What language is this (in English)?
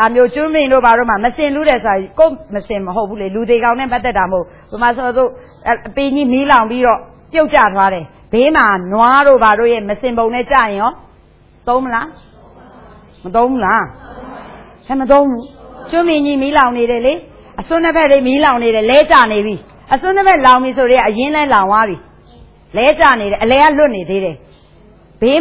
Burmese